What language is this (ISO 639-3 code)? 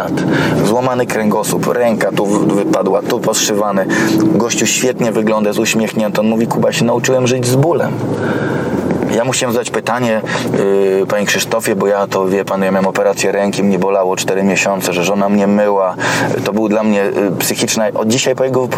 pol